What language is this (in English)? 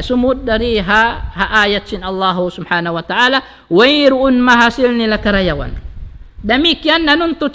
Tausug